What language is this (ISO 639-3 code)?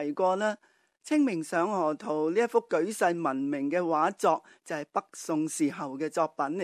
yue